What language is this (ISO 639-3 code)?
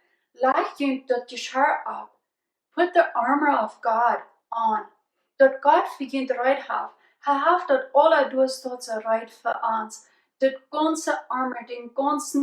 pdt